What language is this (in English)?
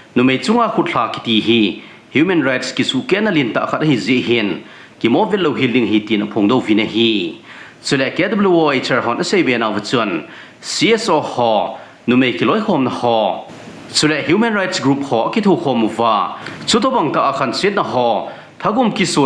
Thado Chin